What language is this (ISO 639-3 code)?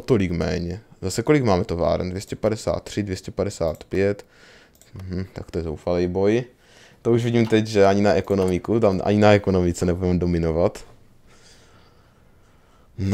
ces